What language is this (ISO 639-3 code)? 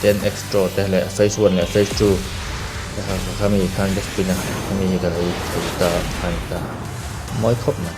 lus